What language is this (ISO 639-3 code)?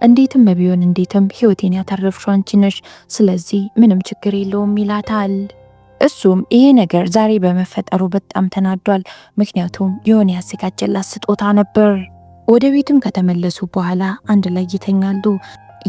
amh